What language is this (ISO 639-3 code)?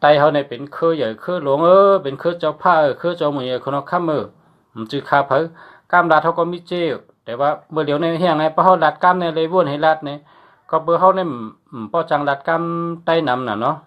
shn